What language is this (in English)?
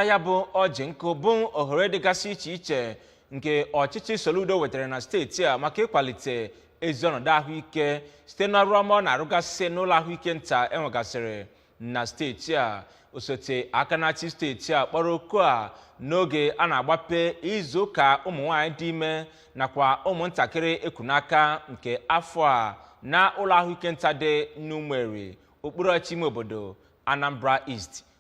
Igbo